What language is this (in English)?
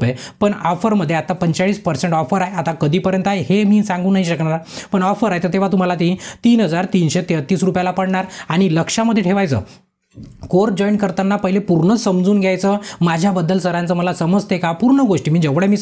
Marathi